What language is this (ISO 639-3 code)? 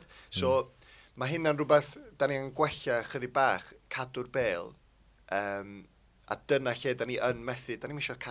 cym